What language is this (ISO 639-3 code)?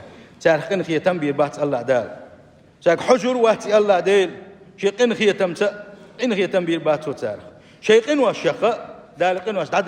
che